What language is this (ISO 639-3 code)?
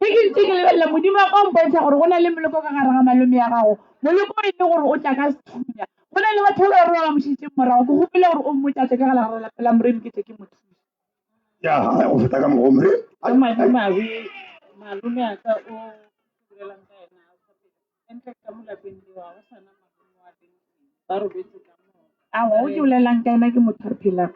nso